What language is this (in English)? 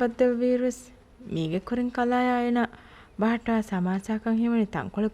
Divehi